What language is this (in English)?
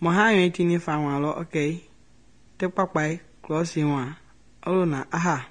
Mende